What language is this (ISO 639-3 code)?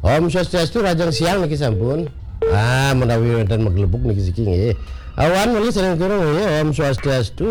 ban